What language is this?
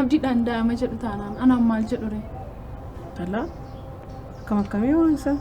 Oromo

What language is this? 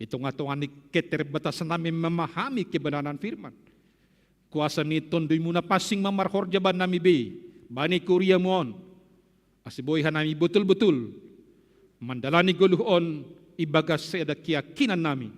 Batak Simalungun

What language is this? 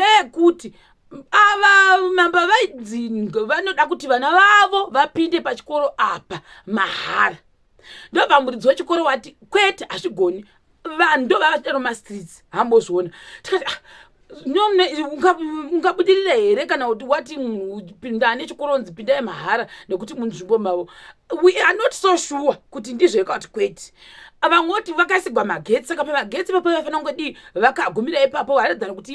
Shona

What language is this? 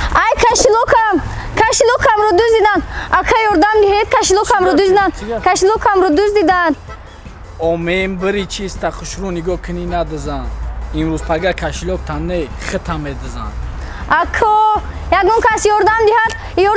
Tajik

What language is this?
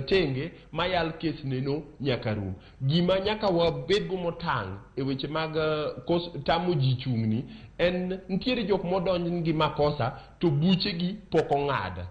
Luo (Kenya and Tanzania)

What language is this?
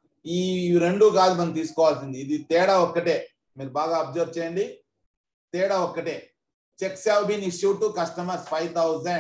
Telugu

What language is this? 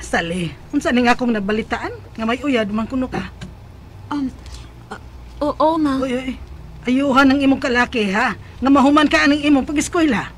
Cebuano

